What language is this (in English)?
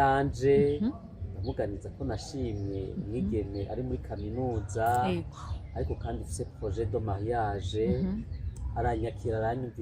Rundi